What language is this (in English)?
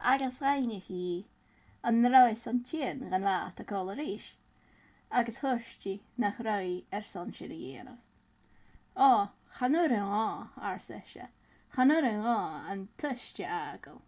Scottish Gaelic